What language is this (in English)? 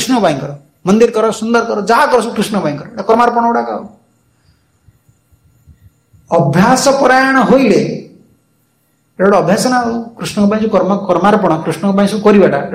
Odia